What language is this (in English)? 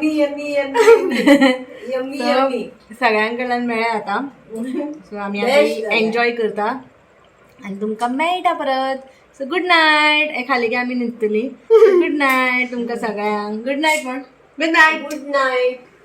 Konkani